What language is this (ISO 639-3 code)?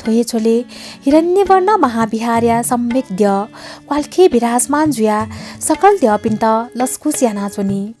new